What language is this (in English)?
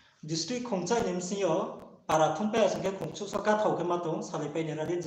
Riang (India)